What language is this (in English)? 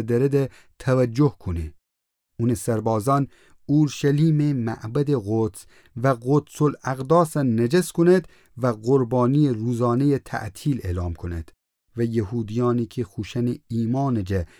Gilaki